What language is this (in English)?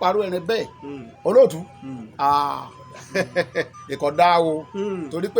Yoruba